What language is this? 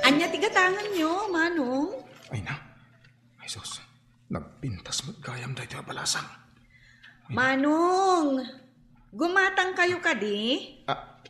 Iloko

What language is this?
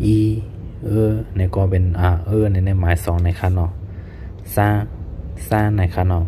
Shan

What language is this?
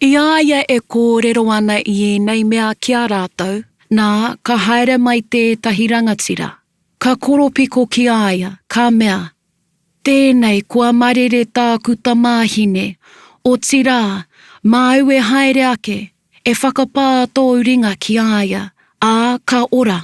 Māori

